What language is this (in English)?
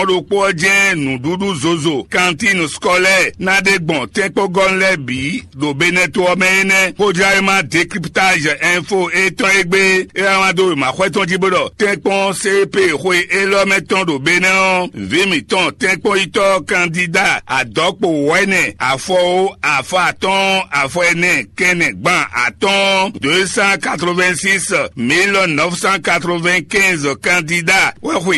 Fon